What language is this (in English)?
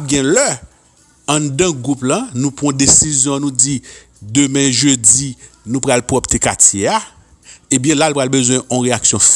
Haitian Creole